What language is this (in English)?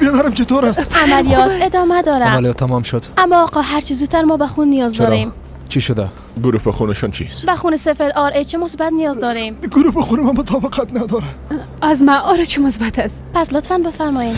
Persian